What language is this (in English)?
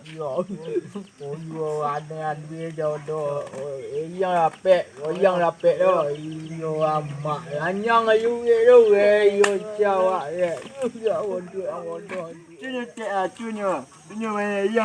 Minangkabau